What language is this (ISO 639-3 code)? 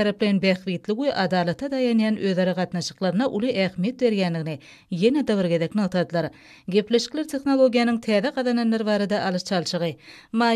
tuk